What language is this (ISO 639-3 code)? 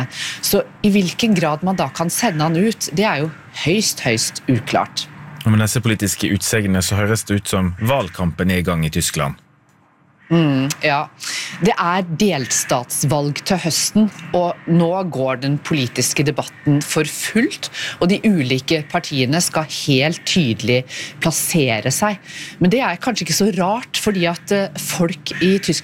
nor